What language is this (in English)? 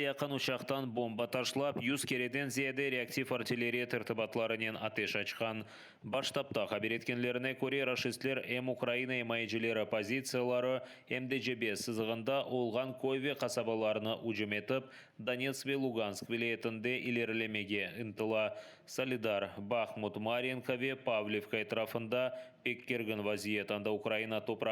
Crimean Tatar